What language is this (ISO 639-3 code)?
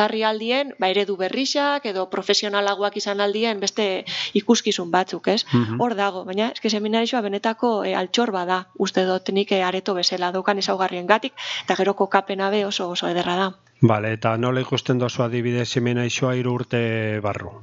eus